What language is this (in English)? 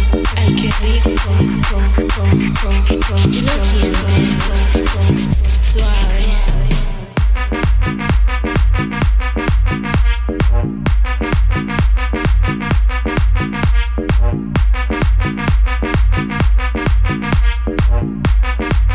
Spanish